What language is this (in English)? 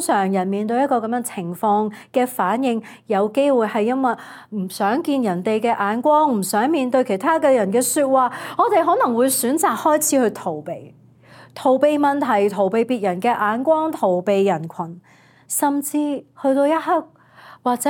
Cantonese